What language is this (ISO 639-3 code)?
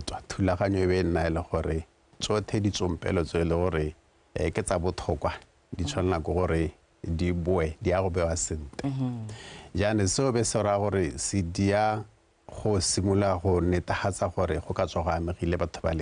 tsn